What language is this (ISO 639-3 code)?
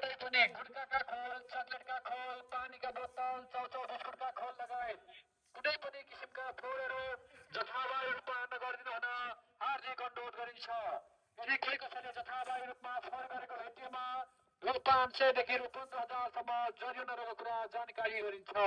nep